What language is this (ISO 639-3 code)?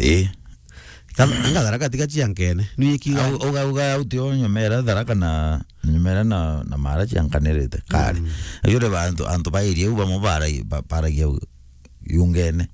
mer